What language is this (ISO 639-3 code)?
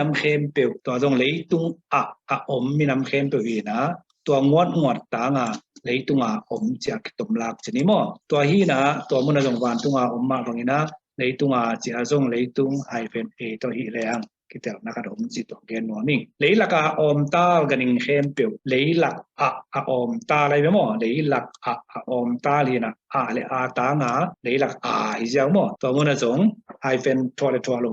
ctd